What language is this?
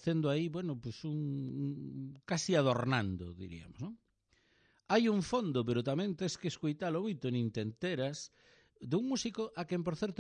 Galician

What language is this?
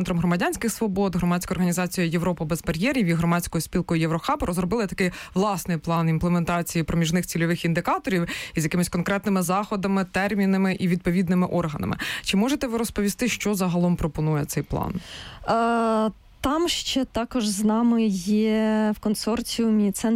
Ukrainian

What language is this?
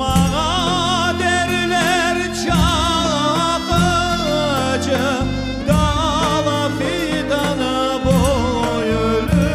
Crimean Tatar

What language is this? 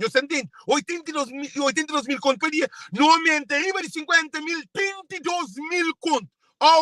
Kabuverdianu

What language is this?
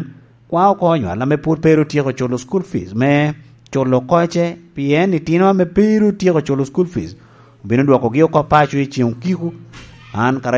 Lango (Uganda)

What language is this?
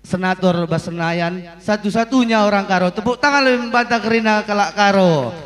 Batak Karo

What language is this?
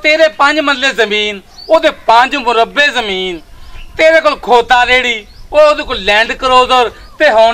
Punjabi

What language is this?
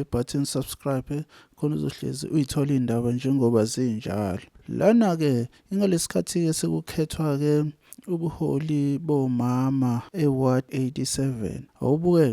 Zulu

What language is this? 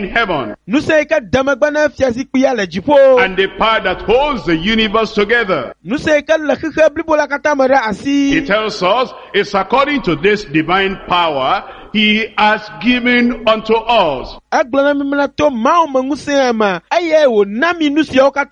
Ewe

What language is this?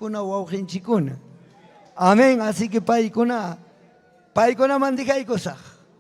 Ayacucho Quechua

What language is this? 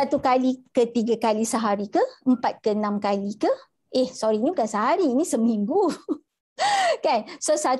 Malay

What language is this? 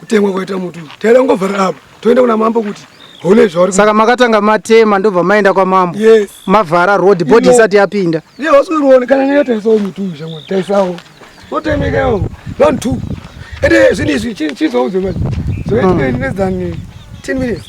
Shona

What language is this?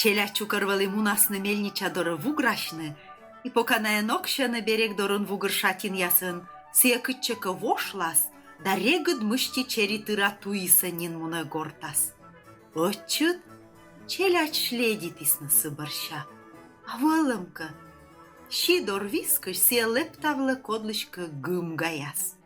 Komi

